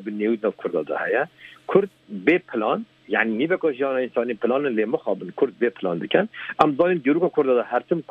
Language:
Kurdish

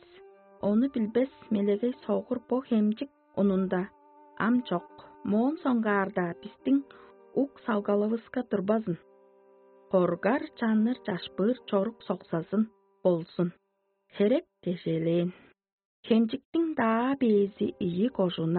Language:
Tuvinian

